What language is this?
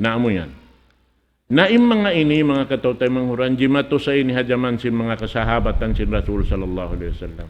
Tausug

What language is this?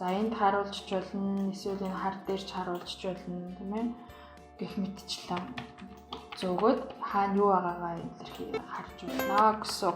Mongolian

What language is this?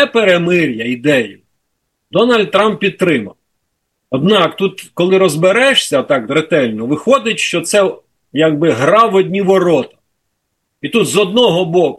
Ukrainian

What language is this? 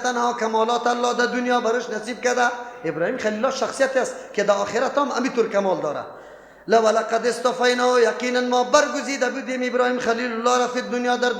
Persian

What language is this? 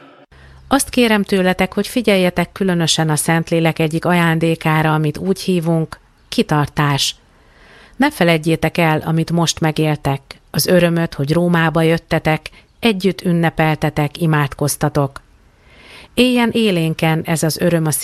Hungarian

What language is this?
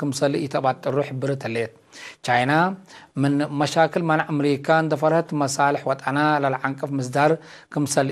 Tigre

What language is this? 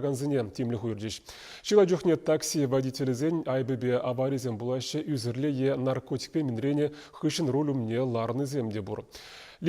Chuvash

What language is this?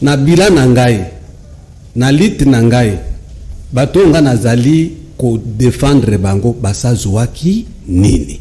Lingala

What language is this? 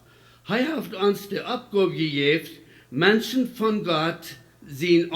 Plautdietsch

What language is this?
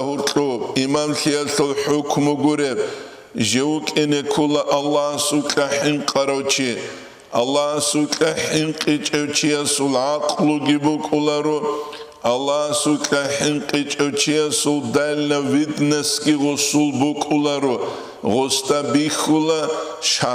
Avaric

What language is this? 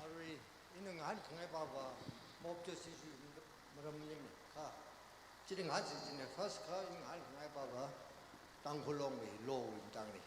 Tangkhul Naga (India)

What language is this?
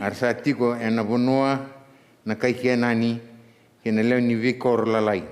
Fijian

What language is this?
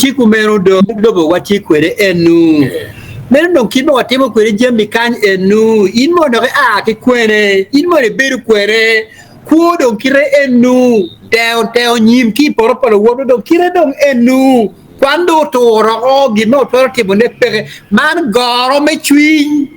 Acoli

